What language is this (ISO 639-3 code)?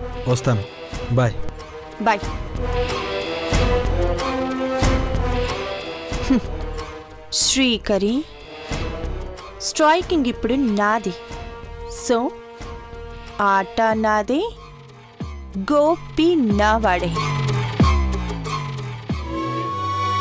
tel